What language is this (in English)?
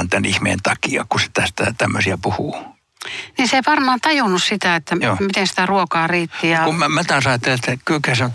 Finnish